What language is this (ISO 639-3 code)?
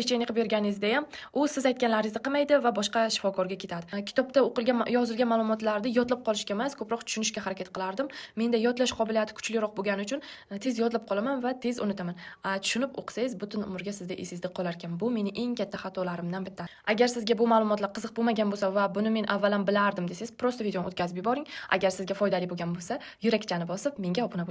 uzb